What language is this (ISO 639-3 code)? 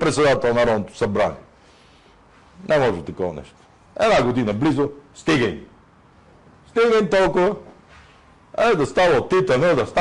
bul